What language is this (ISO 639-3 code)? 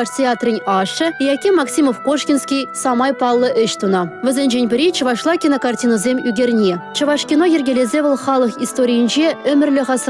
chv